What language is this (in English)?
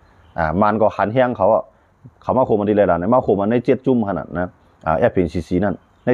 Shan